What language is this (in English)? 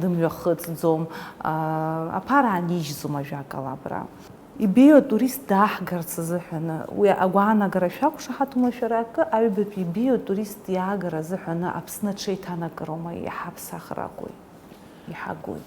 Abkhazian